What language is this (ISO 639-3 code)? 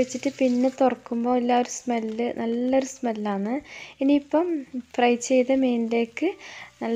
mal